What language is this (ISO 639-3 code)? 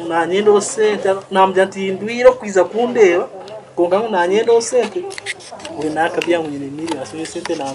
nyn